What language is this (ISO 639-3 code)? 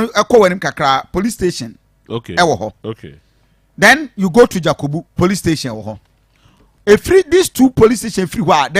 aka